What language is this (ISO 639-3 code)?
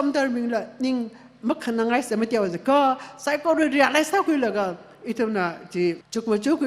nmf